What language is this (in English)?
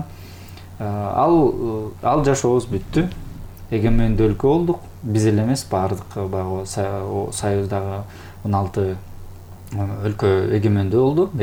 Kyrgyz